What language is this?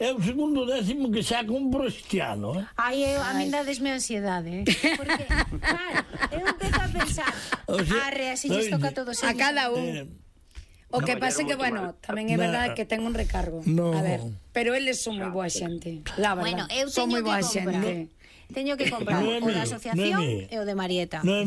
Galician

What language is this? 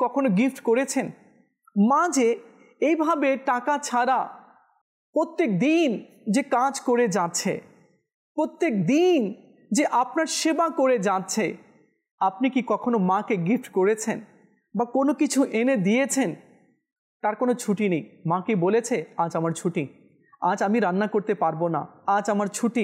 Bangla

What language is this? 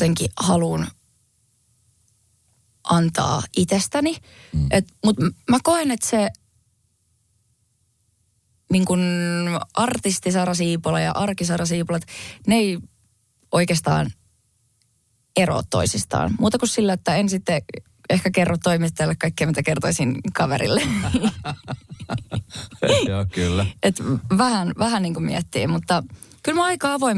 Finnish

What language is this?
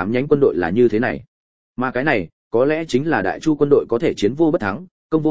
Vietnamese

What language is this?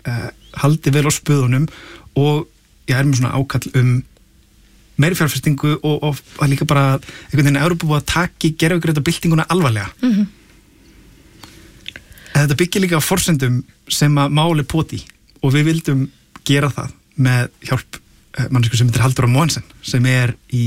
Icelandic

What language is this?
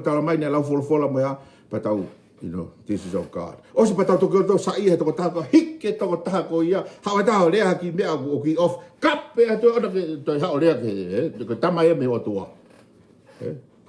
Tongan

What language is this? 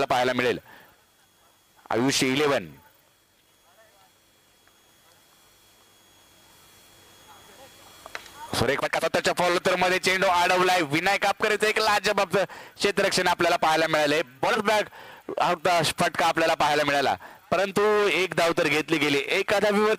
Marathi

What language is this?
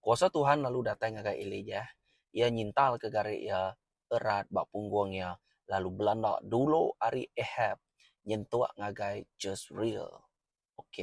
Iban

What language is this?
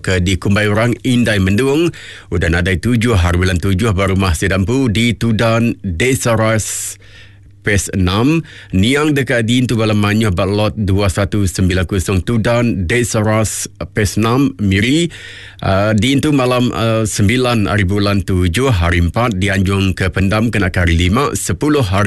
Iban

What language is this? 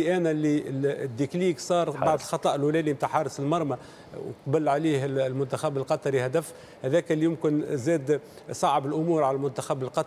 Tunisian Arabic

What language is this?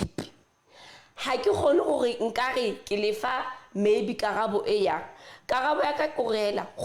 Southern Sotho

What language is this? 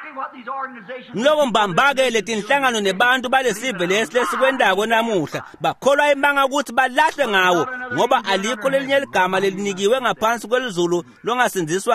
Swati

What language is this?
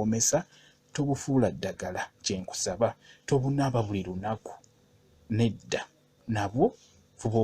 Ganda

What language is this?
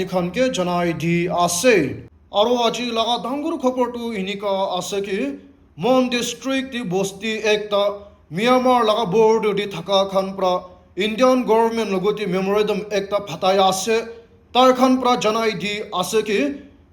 Naga Pidgin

